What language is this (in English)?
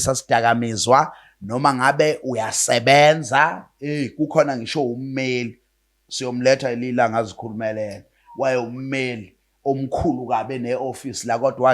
Zulu